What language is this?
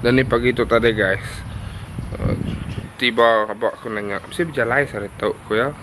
Iban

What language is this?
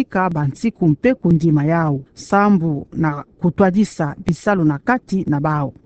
Kituba (Democratic Republic of Congo)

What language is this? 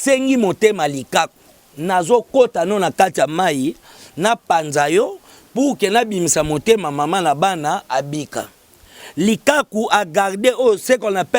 Lingala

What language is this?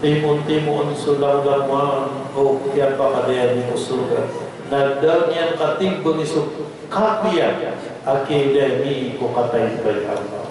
Maranao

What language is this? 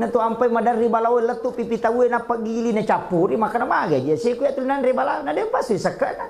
Buginese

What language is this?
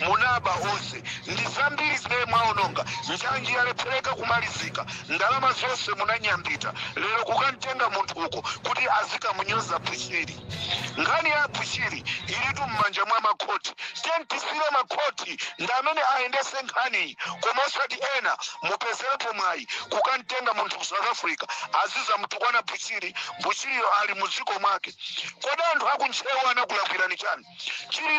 Nyanja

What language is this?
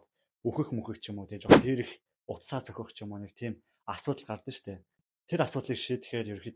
Mongolian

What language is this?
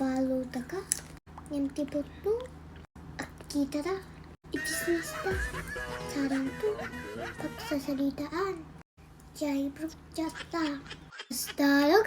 Iloko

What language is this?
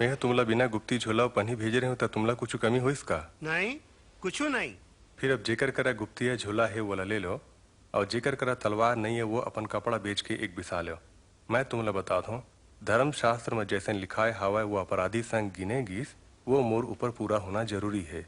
Chhattisgarhi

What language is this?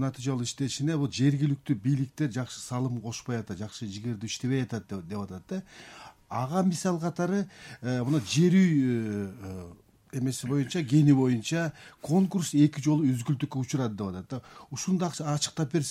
Kyrgyz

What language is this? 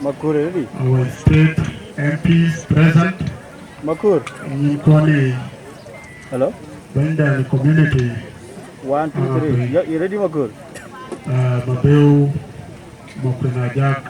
Dinka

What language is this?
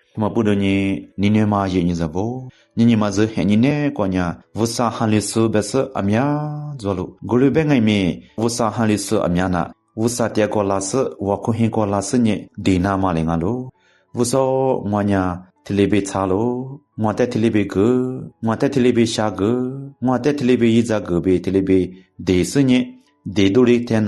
Lisu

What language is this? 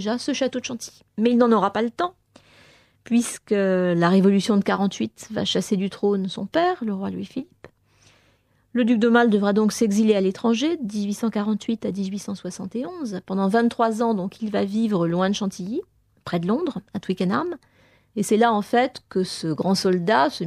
French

